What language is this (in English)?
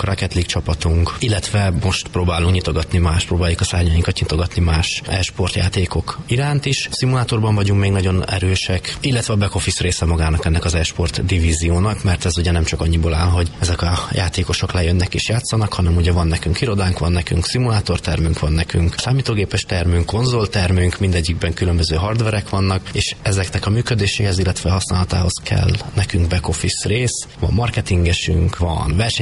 Hungarian